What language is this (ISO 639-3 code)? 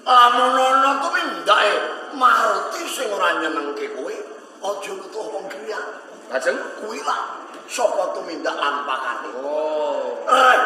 jav